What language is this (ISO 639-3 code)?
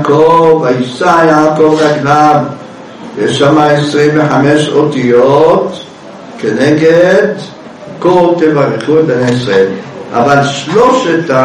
heb